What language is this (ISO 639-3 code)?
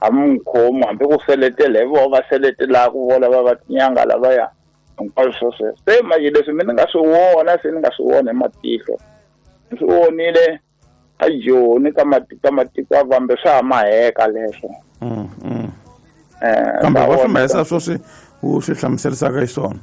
tso